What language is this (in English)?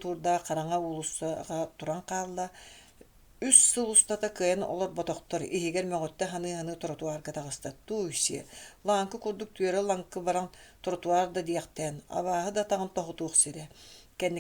Yakut